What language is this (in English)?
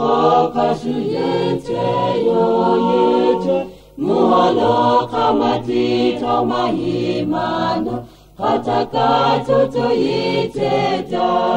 Lahu